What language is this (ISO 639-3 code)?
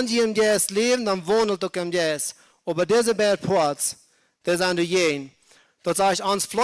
pdt